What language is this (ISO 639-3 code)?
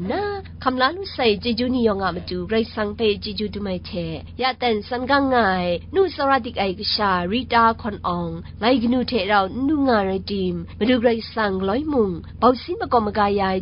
kac